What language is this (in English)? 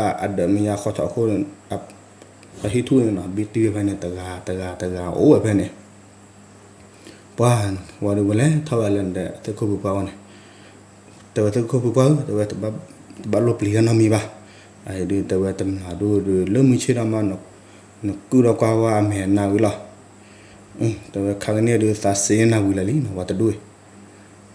S'gaw Karen